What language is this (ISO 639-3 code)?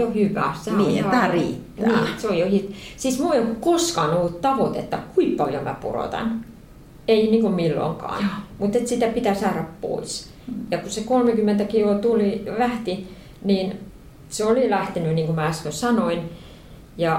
fin